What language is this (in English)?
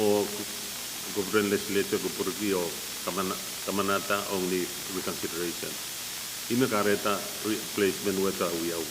Pohnpeian